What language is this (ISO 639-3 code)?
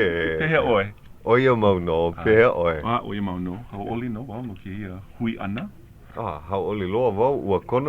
haw